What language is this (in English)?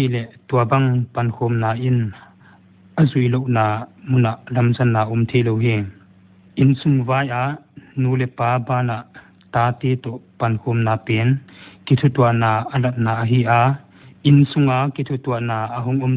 Paite Chin